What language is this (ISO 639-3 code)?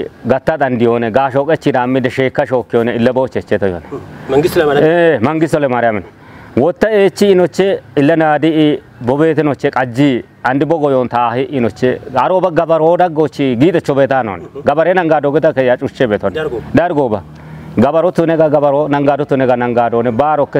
kbr